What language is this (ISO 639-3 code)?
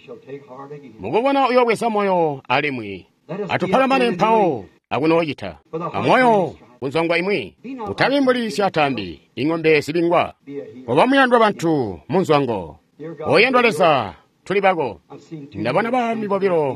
toi